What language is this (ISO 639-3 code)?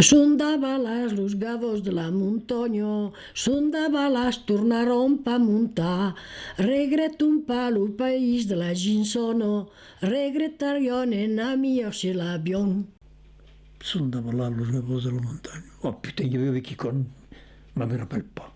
oci